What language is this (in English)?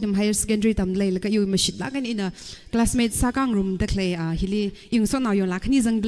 Tangkhul Naga (India)